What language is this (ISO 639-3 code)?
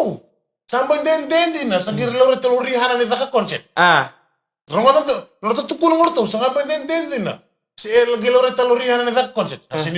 fij